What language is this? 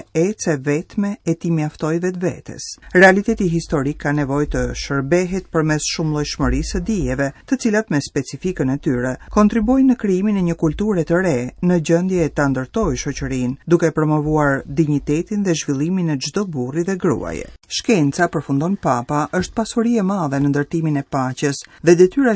Albanian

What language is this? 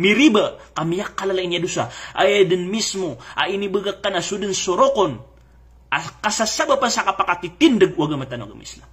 Maranao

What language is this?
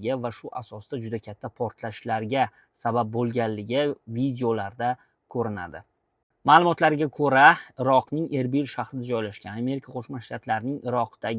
Uzbek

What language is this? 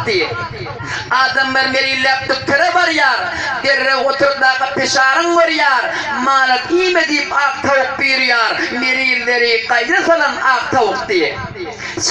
Turkmen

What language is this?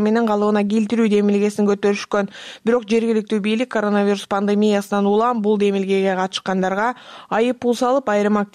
Kyrgyz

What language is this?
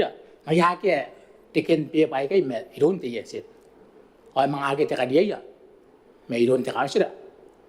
Gilbertese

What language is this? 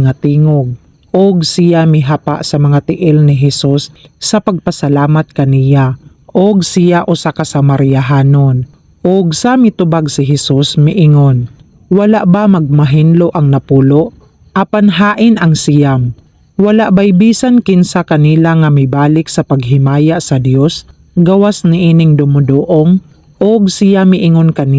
Cebuano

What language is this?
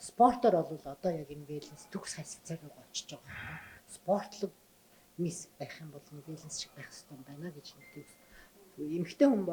Mongolian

